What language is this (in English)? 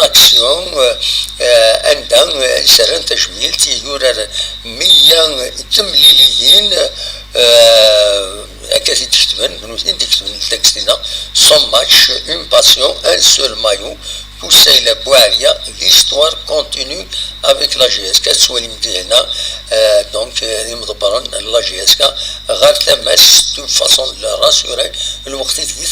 Kabyle